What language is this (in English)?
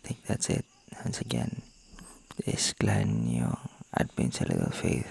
Cebuano